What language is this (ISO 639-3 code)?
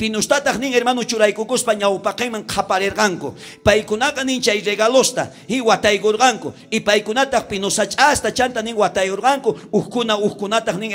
quh